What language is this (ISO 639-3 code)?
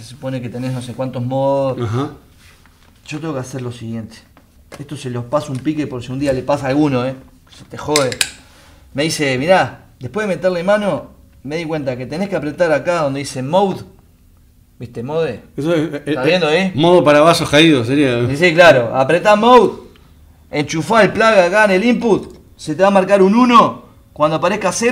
spa